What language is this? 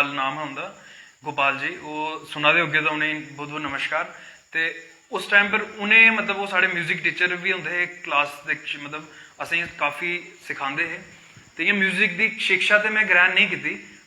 Dogri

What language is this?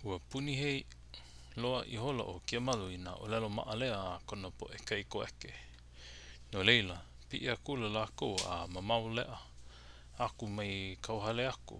Hawaiian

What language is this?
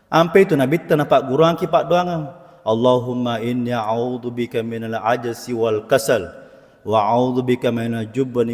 Buginese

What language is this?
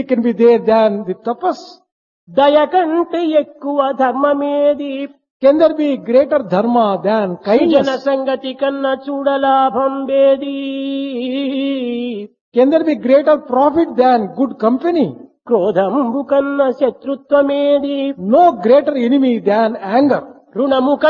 Telugu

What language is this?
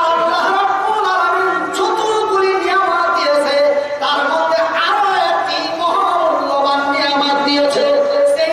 Bangla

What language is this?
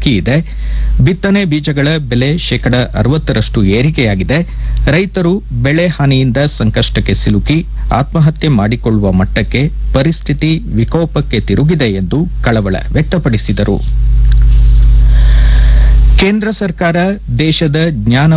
Kannada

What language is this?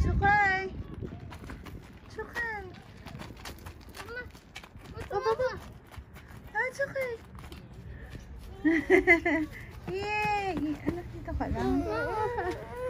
Filipino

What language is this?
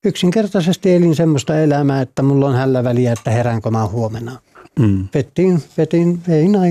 Finnish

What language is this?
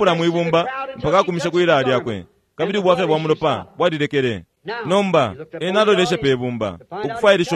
Bemba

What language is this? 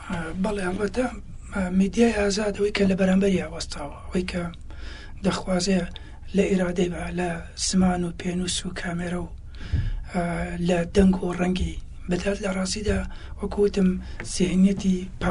Central Kurdish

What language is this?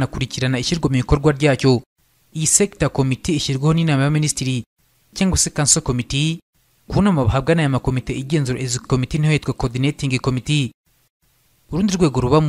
Kinyarwanda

